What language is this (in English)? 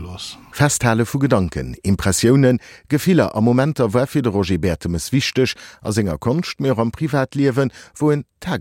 Luxembourgish